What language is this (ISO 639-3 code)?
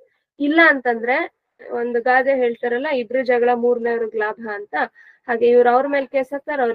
kan